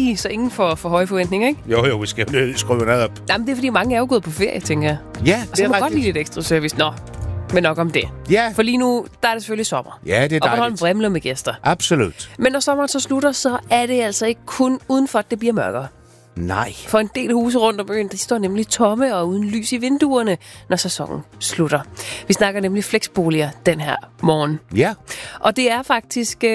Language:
Danish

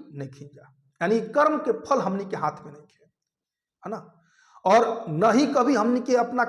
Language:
Bhojpuri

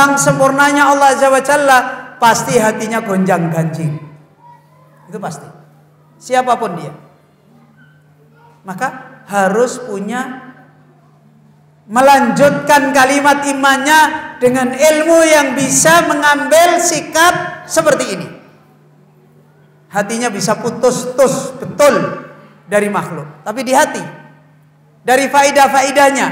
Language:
Indonesian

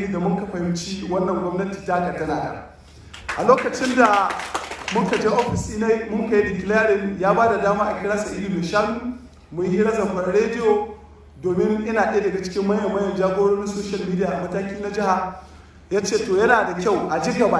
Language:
Hausa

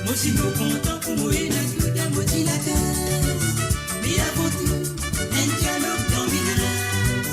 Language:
Morisyen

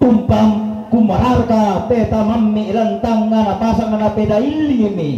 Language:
Toraja-Sa'dan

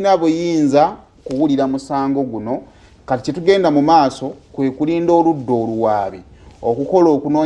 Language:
Ganda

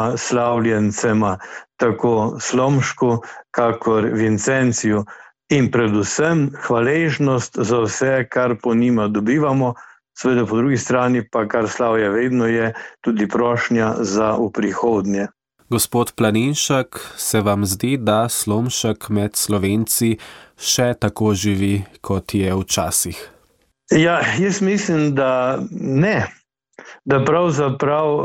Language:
Slovenian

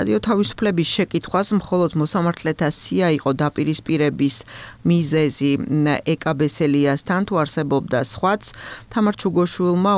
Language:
Georgian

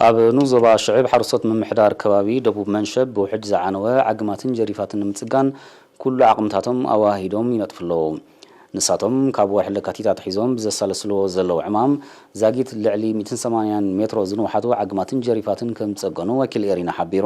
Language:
Tigrinya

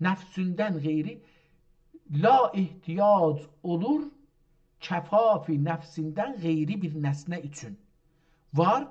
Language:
South Azerbaijani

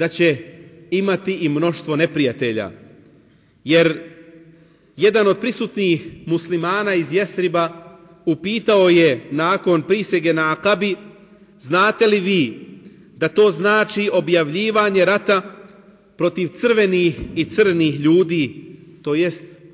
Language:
Bosnian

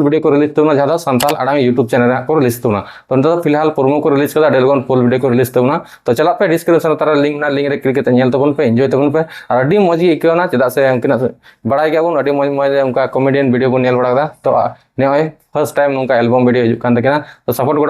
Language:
Santali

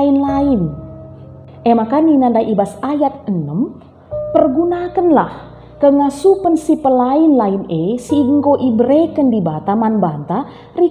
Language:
Batak Karo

